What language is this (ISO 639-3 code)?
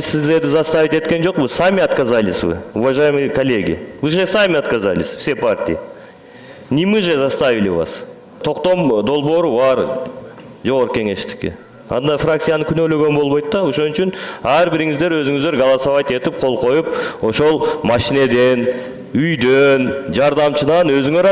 kir